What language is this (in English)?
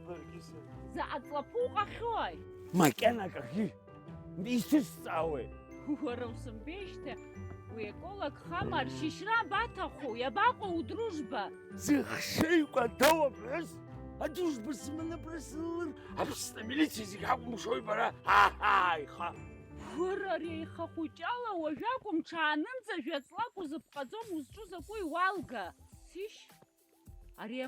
Abkhazian